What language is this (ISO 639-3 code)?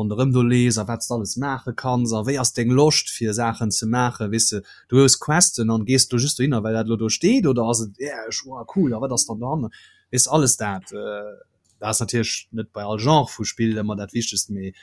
ltz